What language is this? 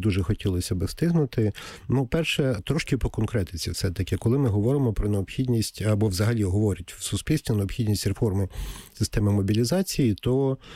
Ukrainian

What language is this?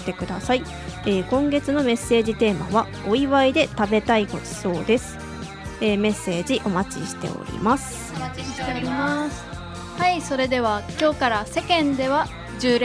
Japanese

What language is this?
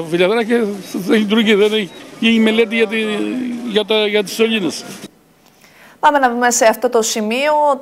Greek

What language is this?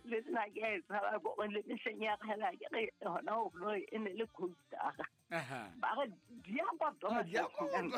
Southern Sotho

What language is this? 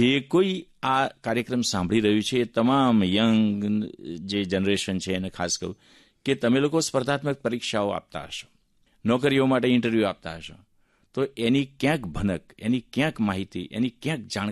Gujarati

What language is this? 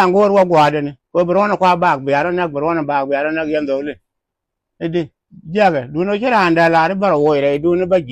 Nuer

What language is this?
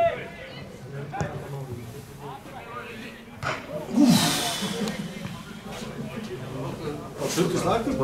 Icelandic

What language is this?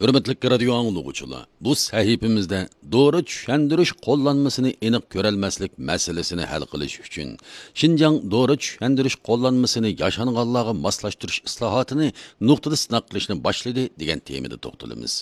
Uyghur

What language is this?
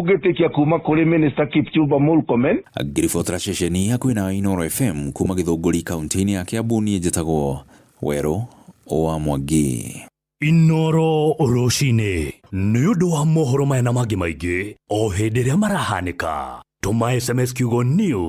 Kikuyu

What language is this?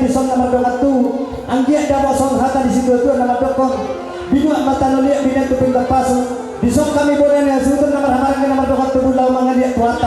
Batak Toba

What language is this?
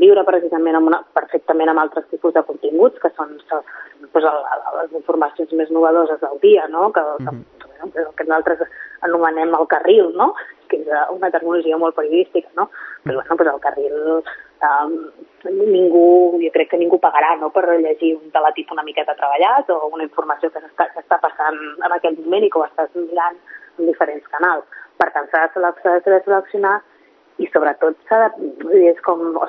Catalan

